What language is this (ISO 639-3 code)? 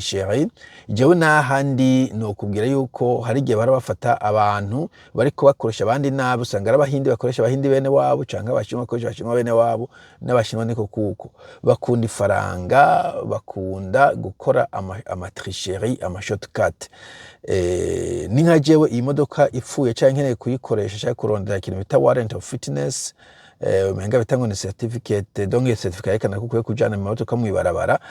run